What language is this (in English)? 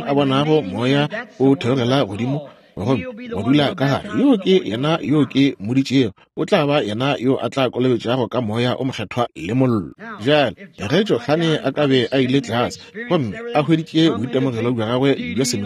Northern Sotho